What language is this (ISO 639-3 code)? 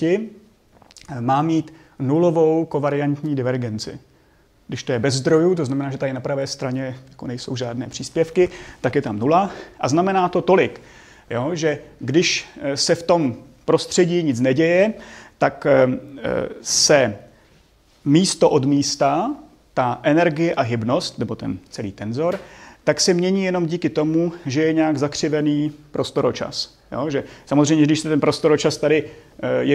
ces